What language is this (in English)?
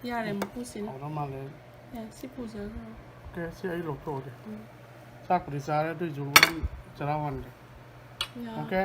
Manipuri